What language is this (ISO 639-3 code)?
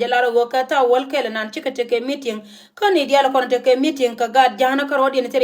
nus